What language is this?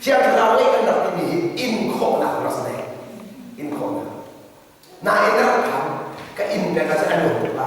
Hakha Chin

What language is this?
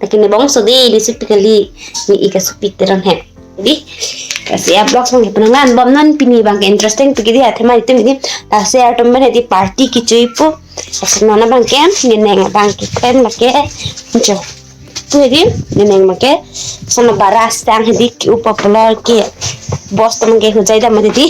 Karbi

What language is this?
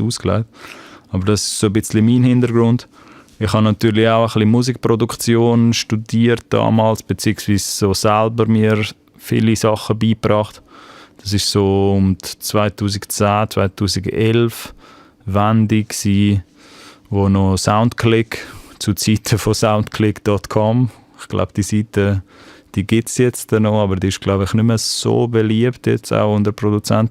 Swiss German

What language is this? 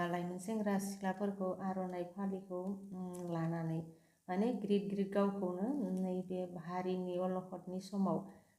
Bodo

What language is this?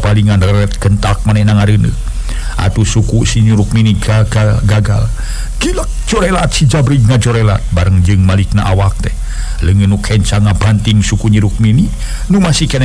Sundanese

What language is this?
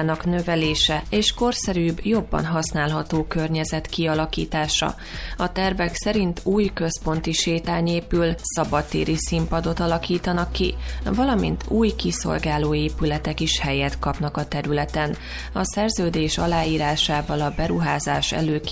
Hungarian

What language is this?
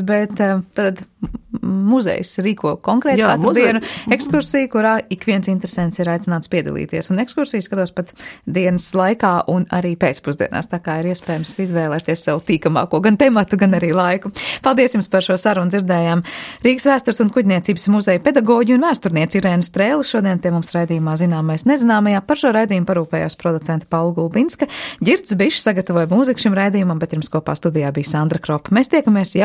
Latvian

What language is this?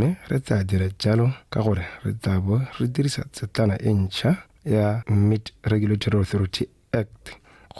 Tswana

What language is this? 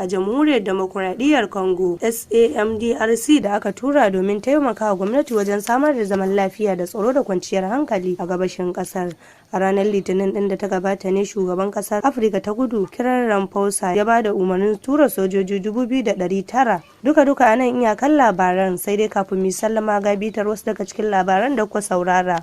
Hausa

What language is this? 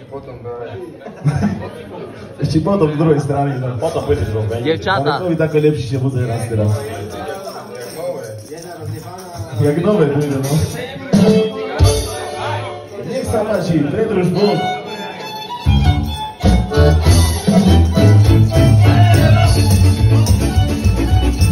Slovak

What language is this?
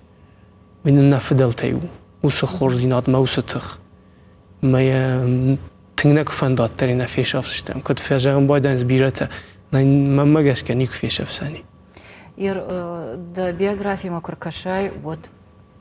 Ossetic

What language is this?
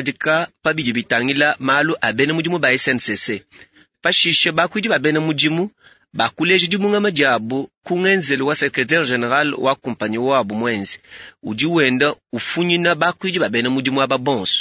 Luba-Lulua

